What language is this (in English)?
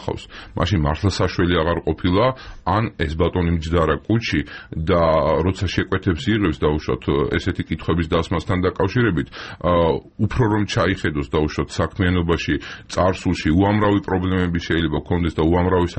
Georgian